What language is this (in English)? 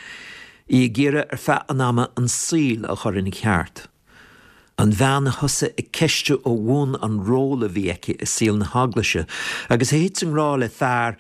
Irish